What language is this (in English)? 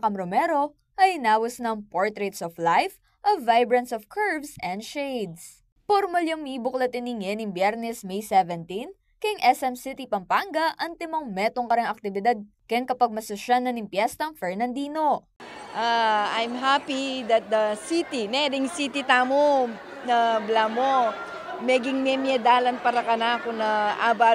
Pampanga